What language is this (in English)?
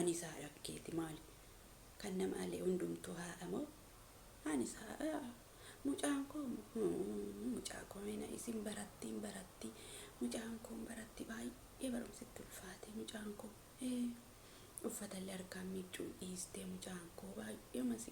Oromo